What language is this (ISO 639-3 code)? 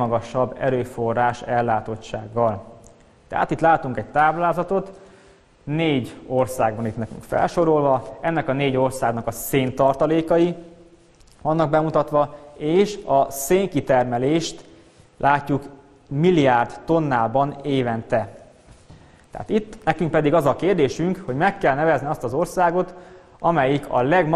hun